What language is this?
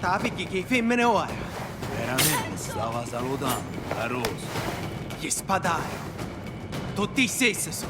Sicilian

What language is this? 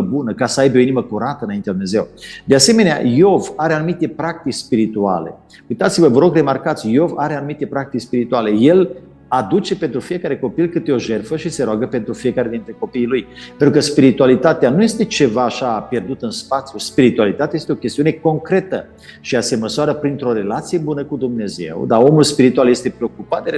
Romanian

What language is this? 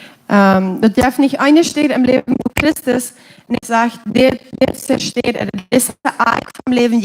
Plautdietsch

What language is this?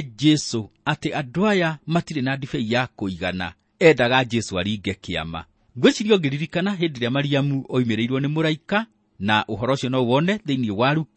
Kikuyu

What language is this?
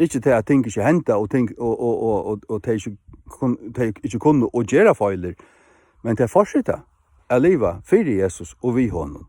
Faroese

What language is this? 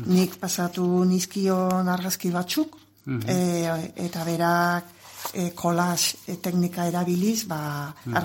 Basque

